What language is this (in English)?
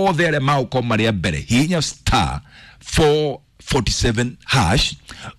Kikuyu